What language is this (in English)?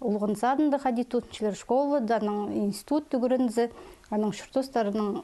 Khakas